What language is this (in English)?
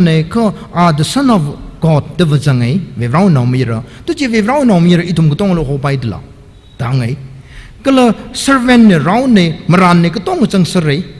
Tangkhul Naga (India)